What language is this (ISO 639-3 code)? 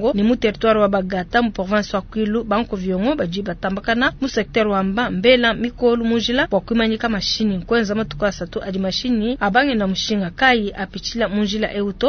lua